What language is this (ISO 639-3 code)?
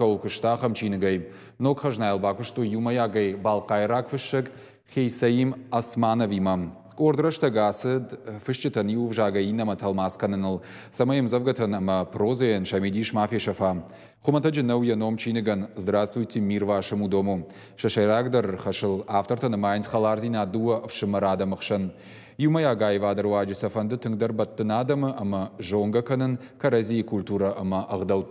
oss